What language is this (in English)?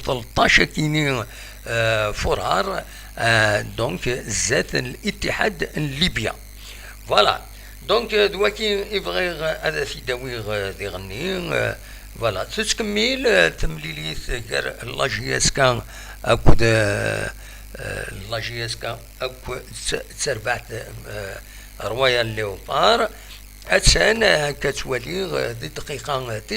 Kabyle